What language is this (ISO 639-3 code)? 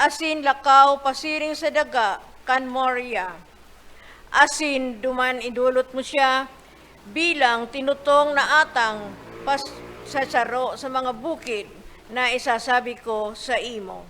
bik